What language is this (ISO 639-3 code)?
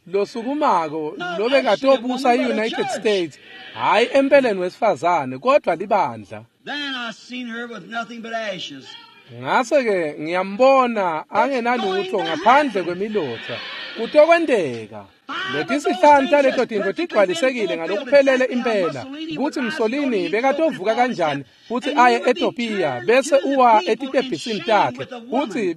ssw